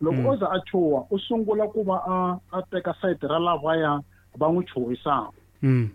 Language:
Tsonga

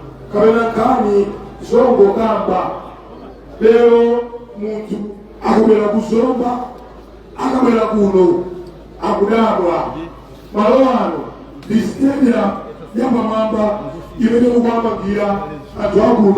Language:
Nyanja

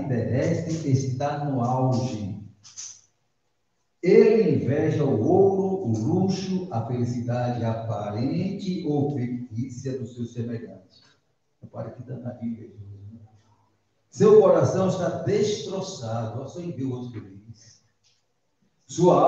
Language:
Portuguese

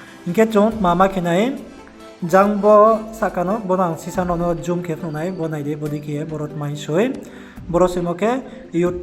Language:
Riang (India)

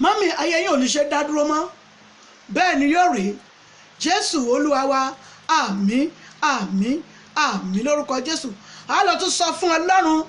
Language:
Yoruba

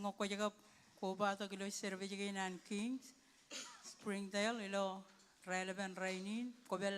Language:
Marshallese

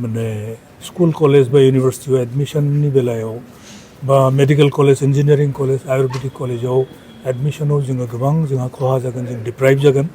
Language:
Bodo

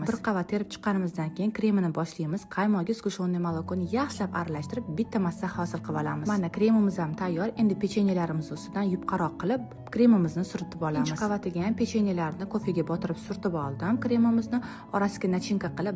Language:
Uzbek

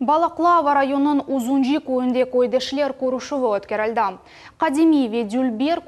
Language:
Crimean Tatar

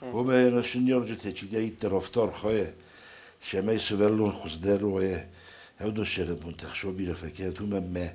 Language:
Ossetic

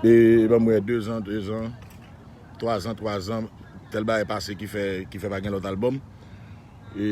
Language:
Haitian Creole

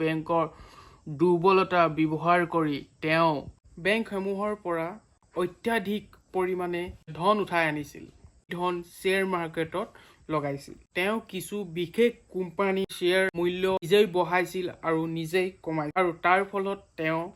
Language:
Assamese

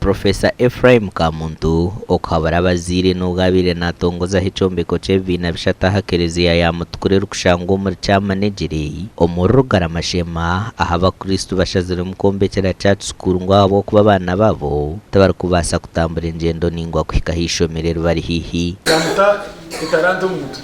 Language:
Nyankole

